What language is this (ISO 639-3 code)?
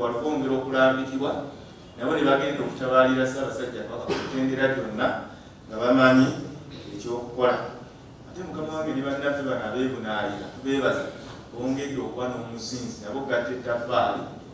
lug